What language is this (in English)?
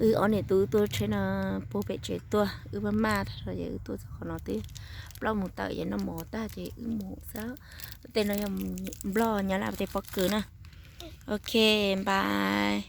Hmong